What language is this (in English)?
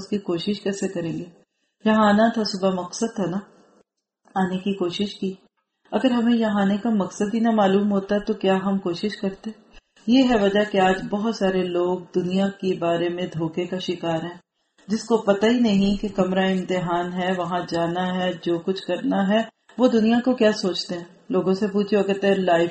Urdu